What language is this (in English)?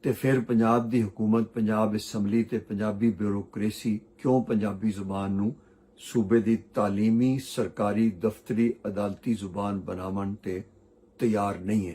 Western Panjabi